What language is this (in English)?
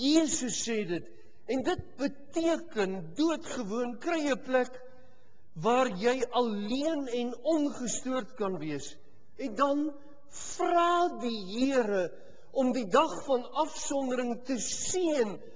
Afrikaans